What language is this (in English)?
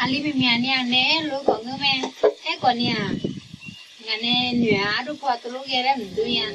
Akha